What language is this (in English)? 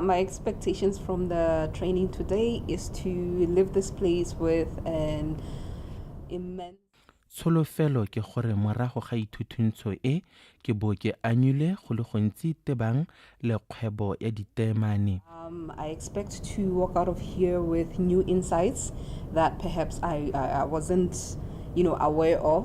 Tswana